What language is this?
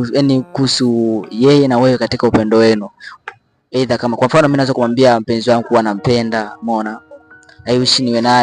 Swahili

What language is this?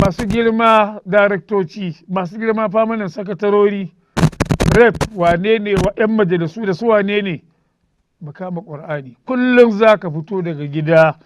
Hausa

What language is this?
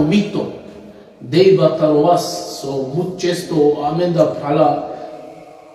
Balkan Romani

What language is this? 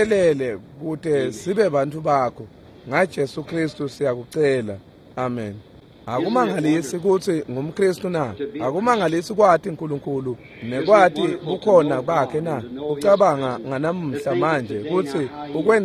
Swati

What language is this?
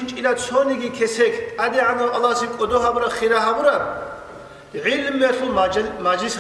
Avaric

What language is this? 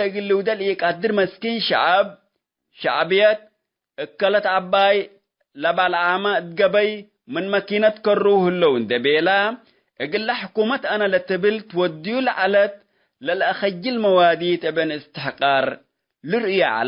Tigre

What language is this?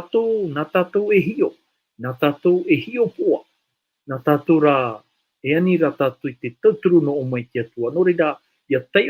Tahitian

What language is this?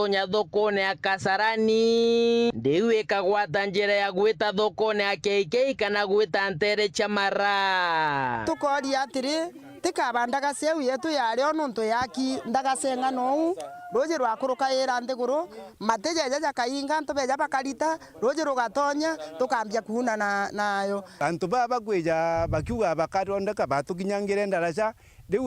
Meru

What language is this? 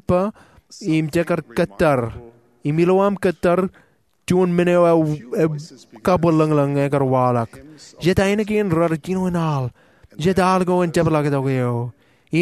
Marshallese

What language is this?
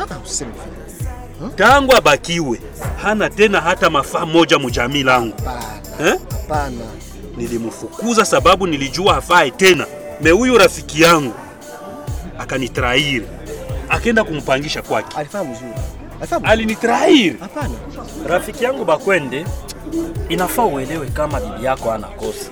Swahili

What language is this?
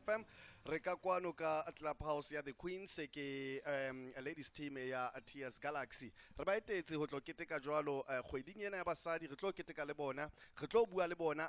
Southern Sotho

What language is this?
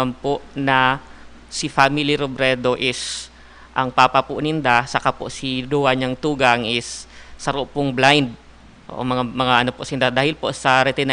Bikol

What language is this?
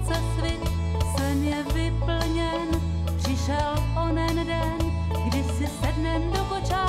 Czech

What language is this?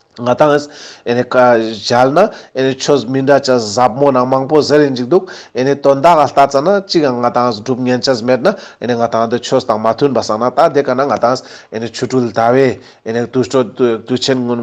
Ladakhi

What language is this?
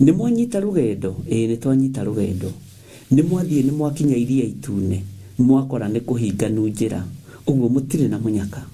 Kikuyu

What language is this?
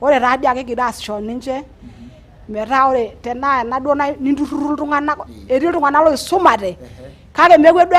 Masai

